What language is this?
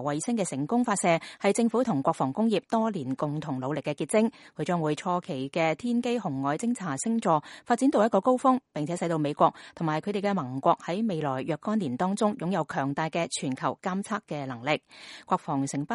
Cantonese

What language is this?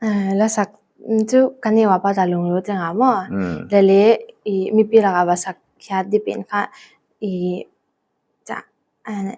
Paite Chin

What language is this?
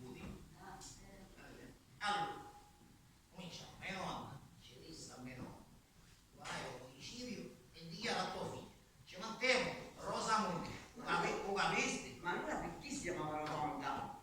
Sicilian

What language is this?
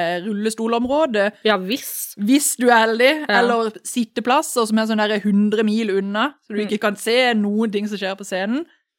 Norwegian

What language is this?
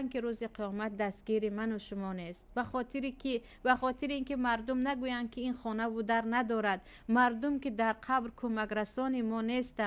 Tajik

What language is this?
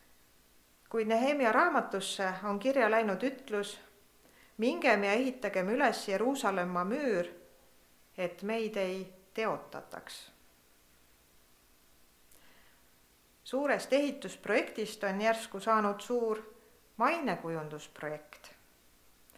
Estonian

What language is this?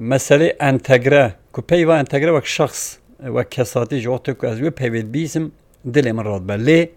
Kurdish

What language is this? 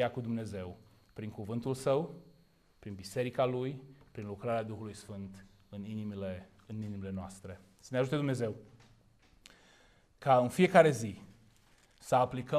Romanian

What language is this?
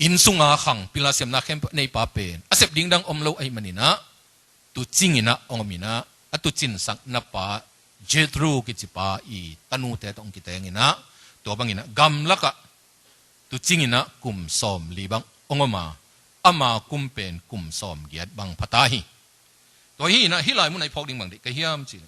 Tedim Chin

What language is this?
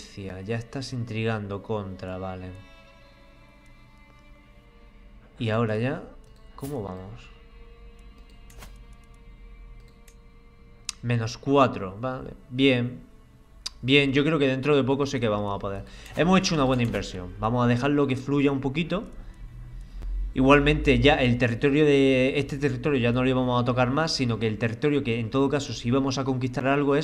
Spanish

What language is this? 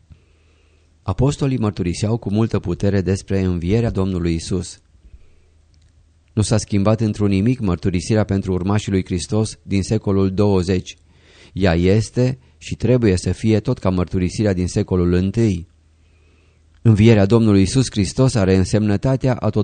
Romanian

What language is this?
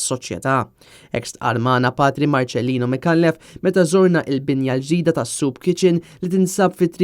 Maltese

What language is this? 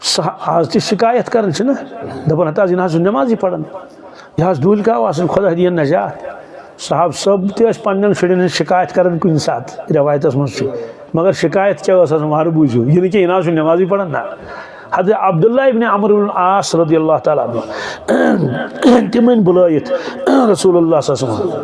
Kashmiri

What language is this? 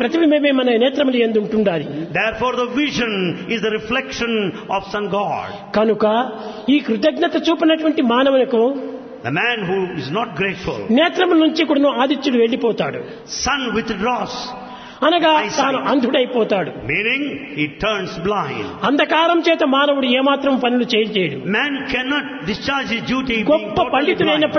Telugu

